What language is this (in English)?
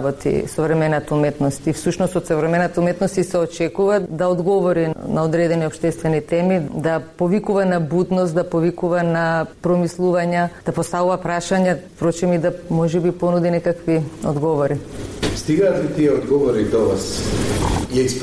Macedonian